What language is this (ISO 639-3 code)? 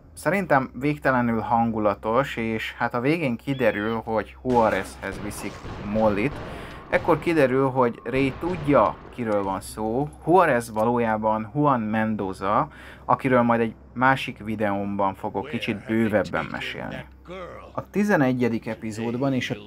hun